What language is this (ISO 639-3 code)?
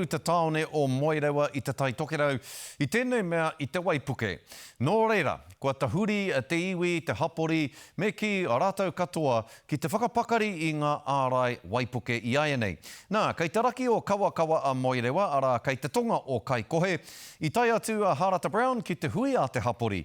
mri